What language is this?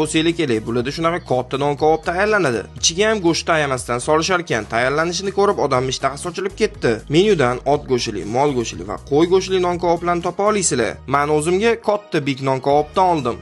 Uzbek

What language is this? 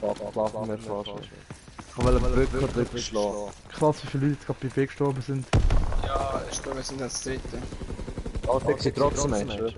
Swiss German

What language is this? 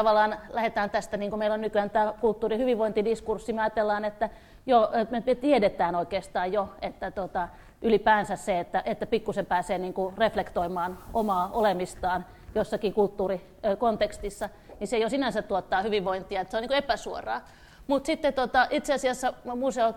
Finnish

